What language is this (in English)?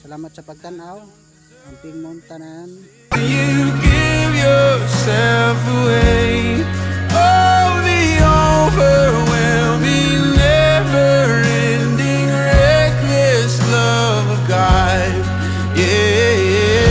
Cebuano